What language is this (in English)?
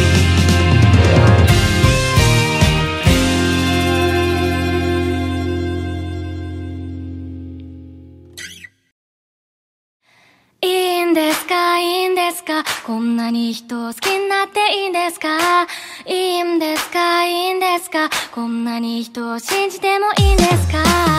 Japanese